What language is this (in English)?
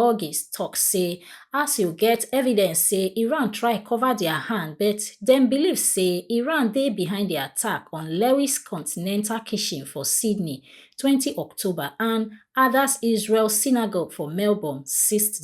Nigerian Pidgin